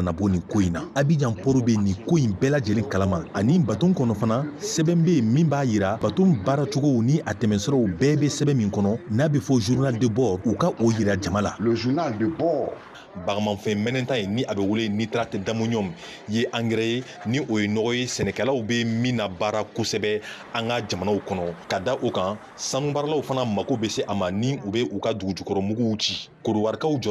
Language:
Bambara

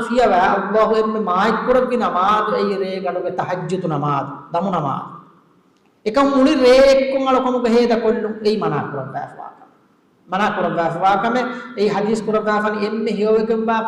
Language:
Divehi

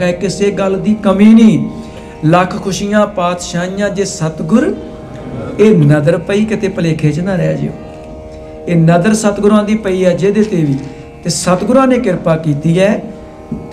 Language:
Punjabi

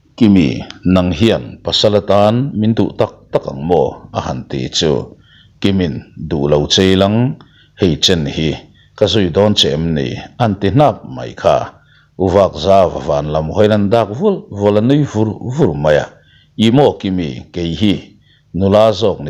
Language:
Mizo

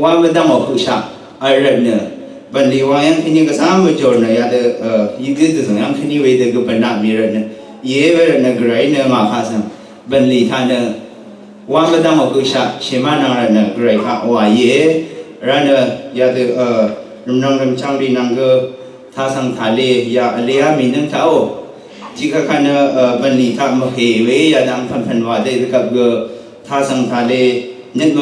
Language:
Rawang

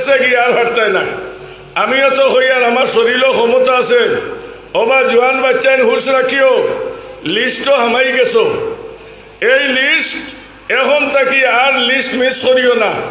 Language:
Sylheti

